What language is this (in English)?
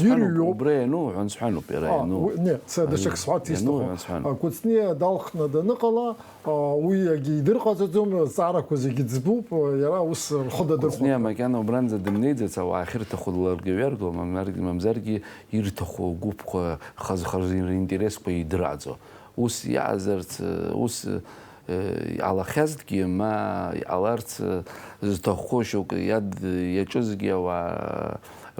Abkhazian